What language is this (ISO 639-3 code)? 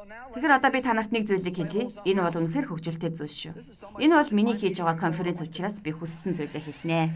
mon